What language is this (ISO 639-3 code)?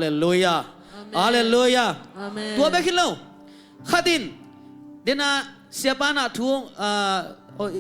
ctd